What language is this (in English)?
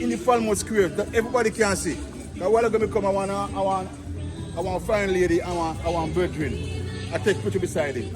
Jamaican Creole English